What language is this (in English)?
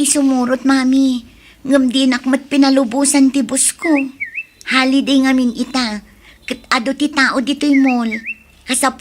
Iloko